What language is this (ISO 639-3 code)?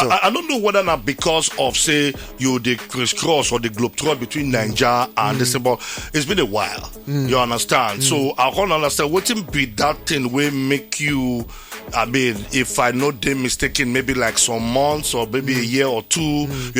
pcm